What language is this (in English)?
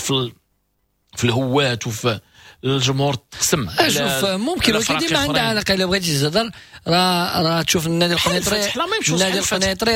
Moroccan Arabic